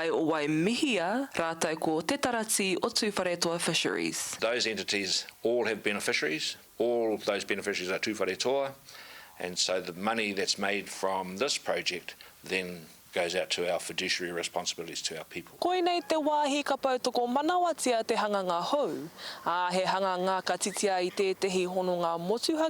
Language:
Māori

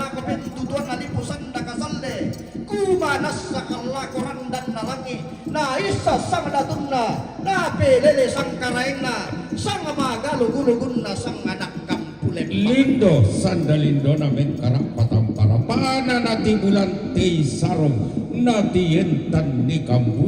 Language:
Toraja-Sa'dan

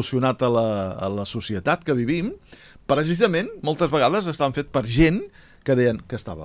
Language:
Catalan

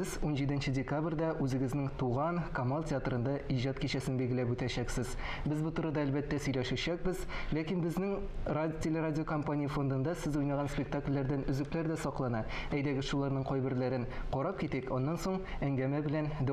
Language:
Tatar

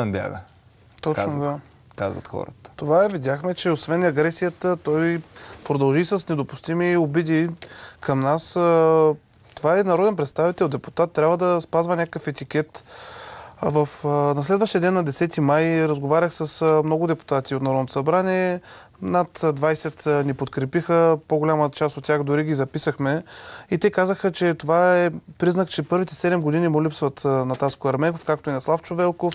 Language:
Bulgarian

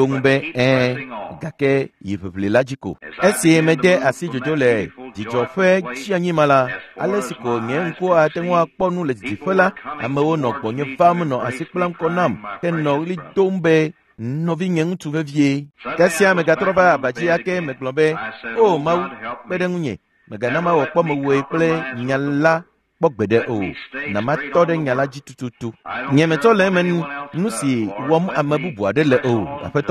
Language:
Ewe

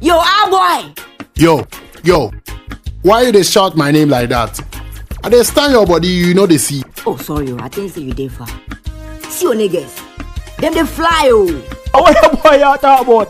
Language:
Jamaican Creole English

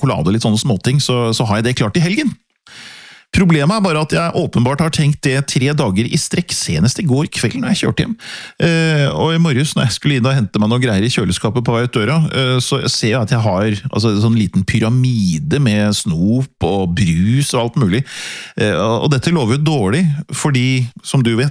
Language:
Norwegian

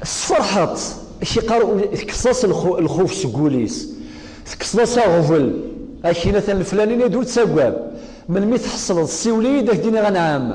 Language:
Kabyle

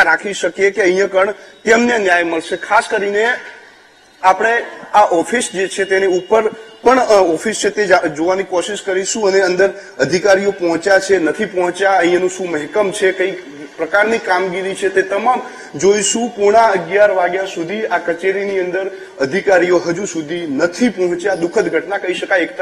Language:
Gujarati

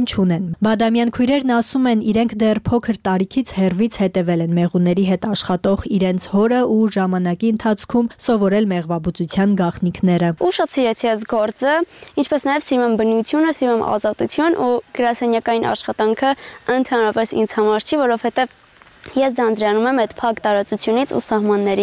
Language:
Armenian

